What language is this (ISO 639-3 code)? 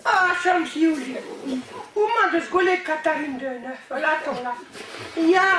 bre